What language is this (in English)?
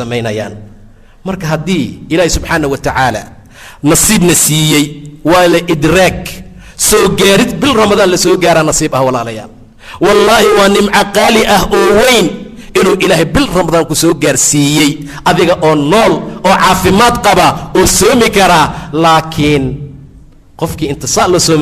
Somali